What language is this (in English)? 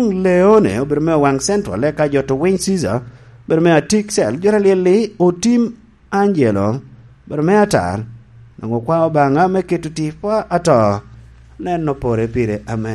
Lango (Uganda)